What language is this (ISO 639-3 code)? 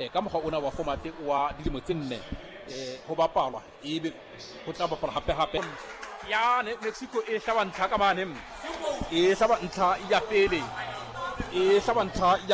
sot